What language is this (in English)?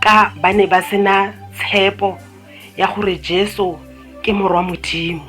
Tswana